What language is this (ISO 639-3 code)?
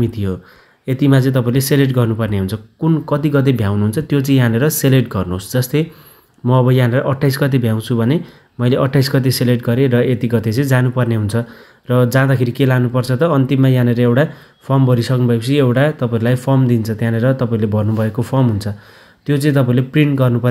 nep